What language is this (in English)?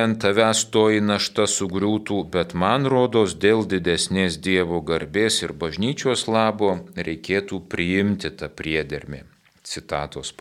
Lithuanian